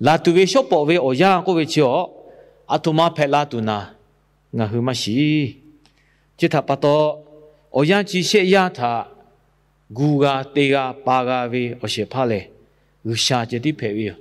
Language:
Lahu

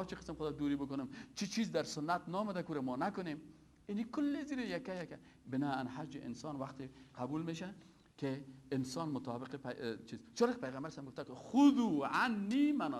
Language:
Persian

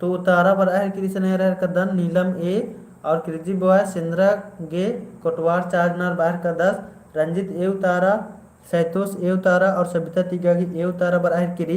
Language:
Kurukh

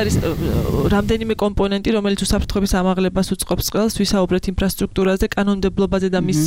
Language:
Georgian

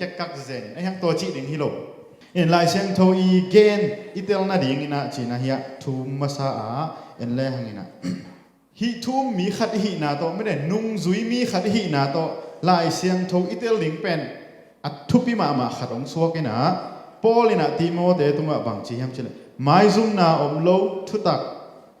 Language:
Tedim Chin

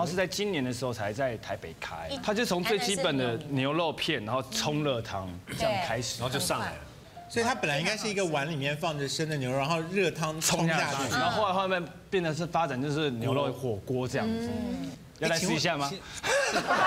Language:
Chinese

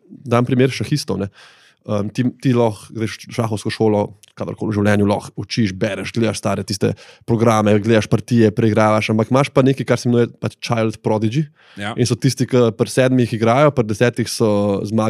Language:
Slovenian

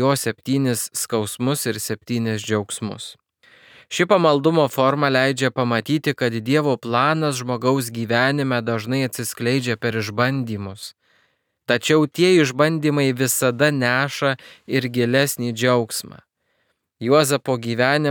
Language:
Lithuanian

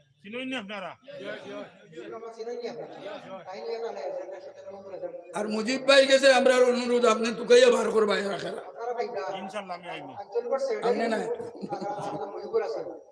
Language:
Sylheti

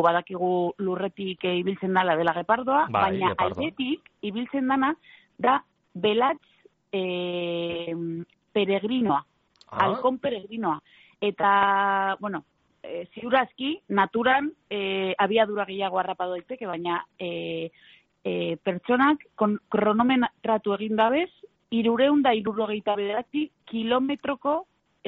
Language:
Basque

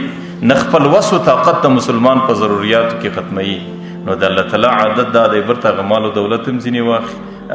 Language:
Pashto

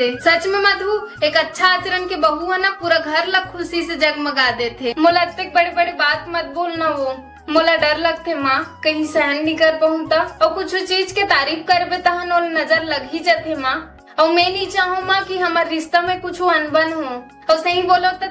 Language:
Chhattisgarhi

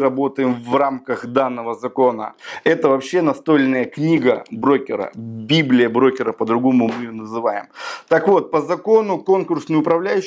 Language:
Russian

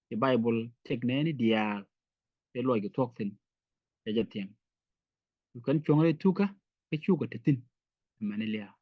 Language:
Nuer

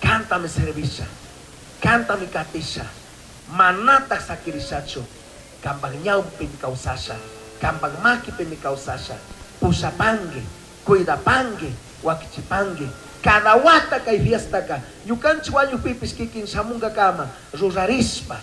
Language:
Chimborazo Highland Quichua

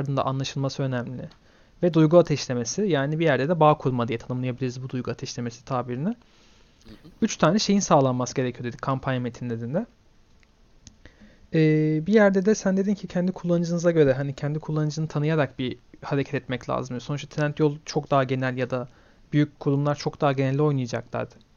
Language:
Turkish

